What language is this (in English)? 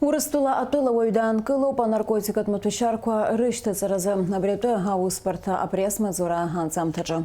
Abkhazian